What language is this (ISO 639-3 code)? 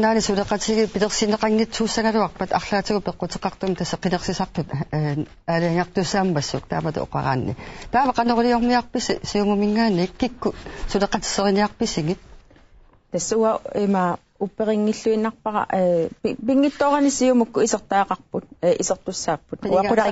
kal